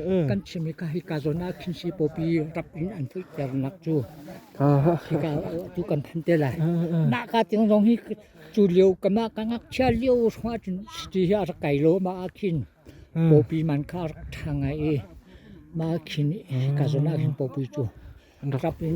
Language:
Hakha Chin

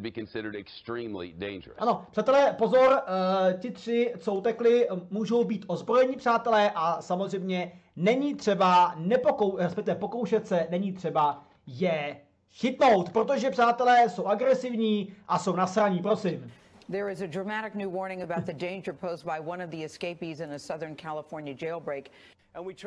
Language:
Czech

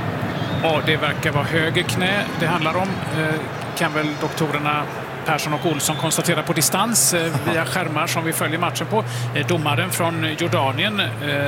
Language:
Swedish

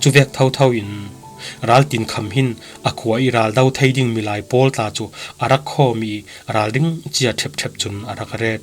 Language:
Falam Chin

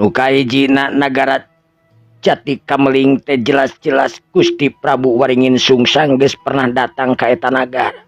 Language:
Sundanese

